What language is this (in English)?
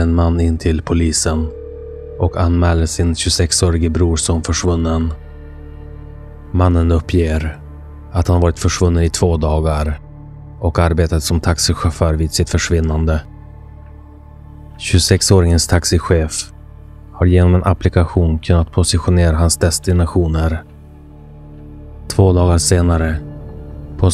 Swedish